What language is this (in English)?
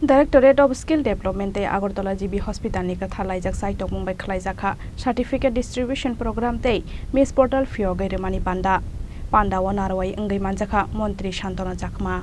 Kok Borok